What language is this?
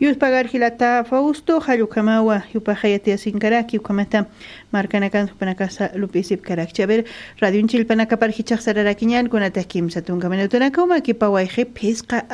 Aymara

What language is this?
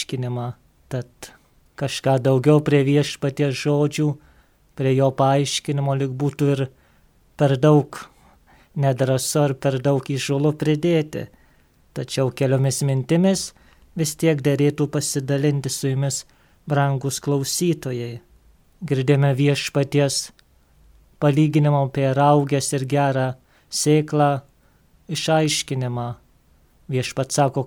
Lithuanian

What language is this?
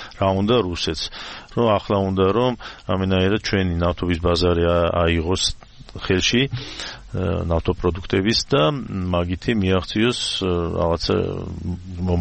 Georgian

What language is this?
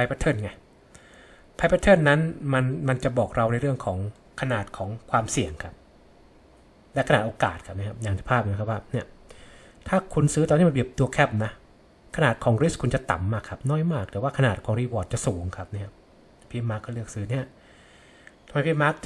Thai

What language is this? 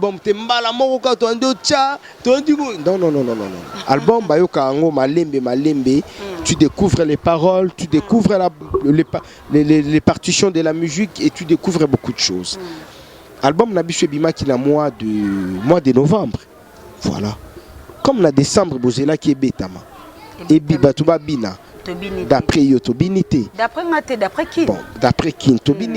Lingala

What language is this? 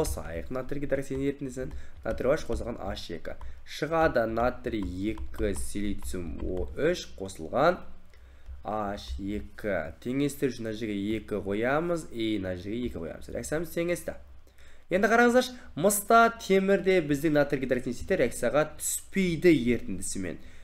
Kazakh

